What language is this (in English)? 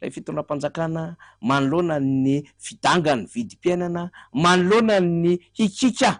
Malagasy